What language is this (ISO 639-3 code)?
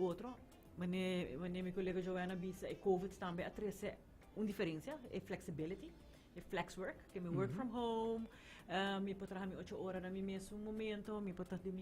pap